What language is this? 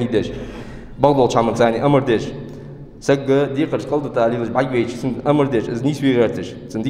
Ingush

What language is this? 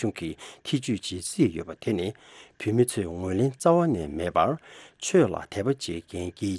Tibetan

